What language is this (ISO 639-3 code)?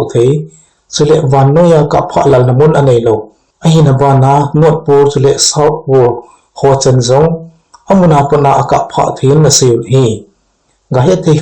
tcz